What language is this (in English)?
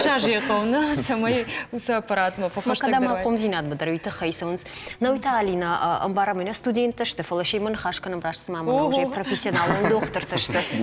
Ossetic